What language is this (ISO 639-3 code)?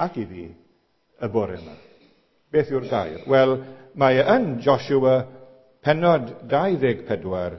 cym